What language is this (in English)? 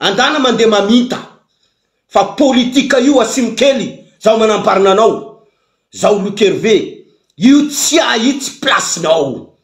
Malagasy